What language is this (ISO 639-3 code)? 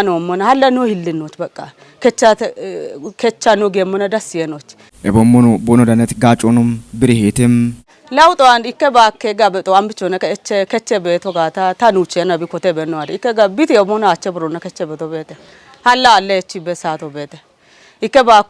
kbr